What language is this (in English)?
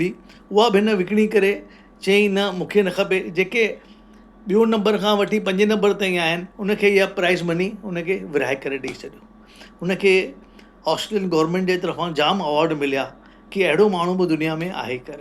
Sindhi